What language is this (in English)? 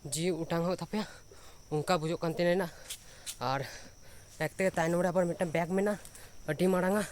Santali